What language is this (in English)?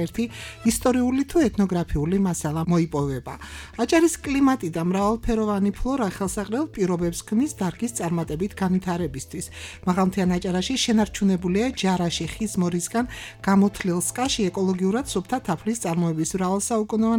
Georgian